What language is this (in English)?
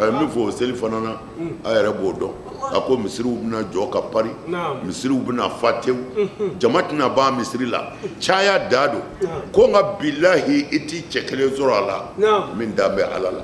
Bambara